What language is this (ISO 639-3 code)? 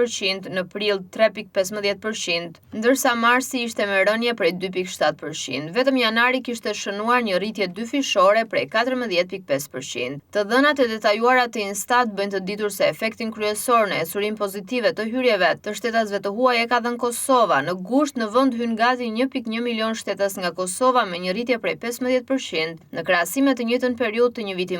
sqi